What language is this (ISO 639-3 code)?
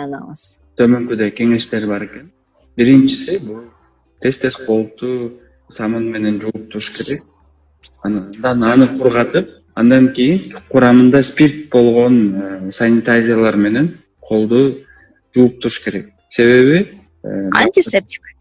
kir